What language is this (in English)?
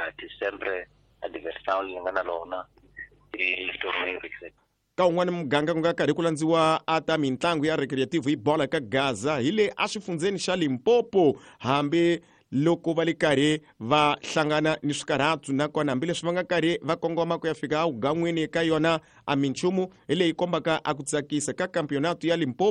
Tsonga